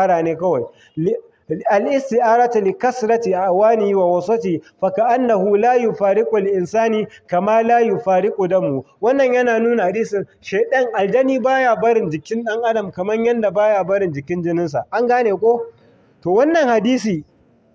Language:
Hausa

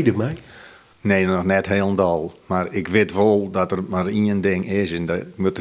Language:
Western Frisian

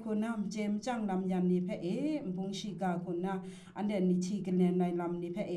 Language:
Kachin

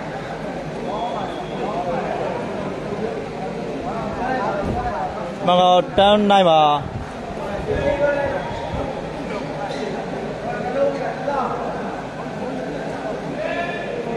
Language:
Burmese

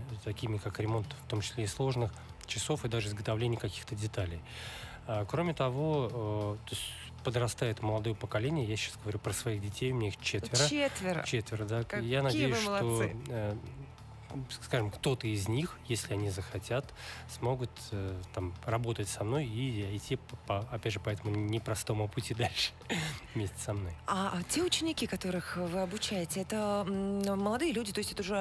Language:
Russian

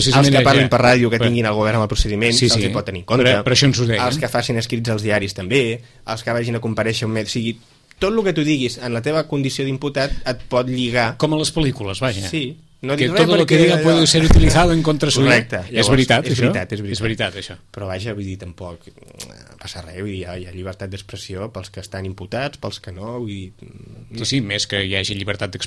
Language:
Catalan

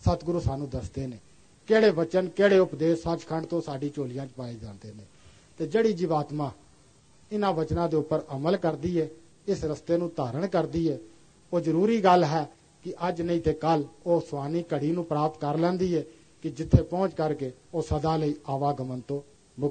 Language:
Punjabi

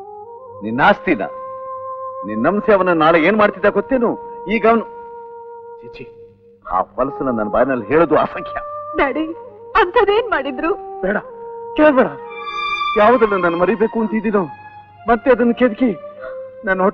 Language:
Kannada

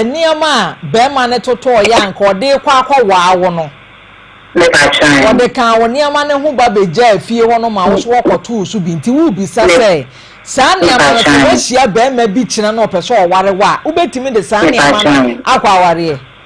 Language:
Akan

